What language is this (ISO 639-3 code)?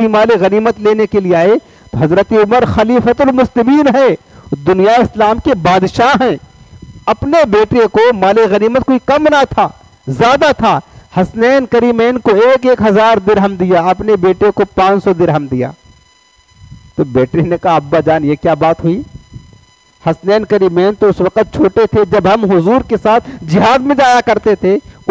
urd